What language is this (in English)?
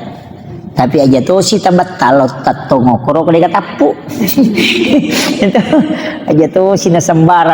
Buginese